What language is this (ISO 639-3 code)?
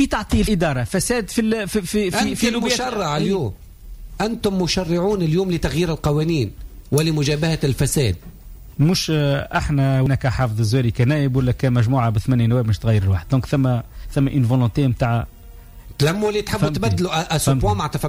aeb